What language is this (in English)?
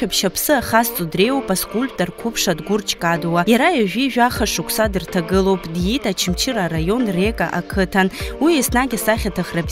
Abkhazian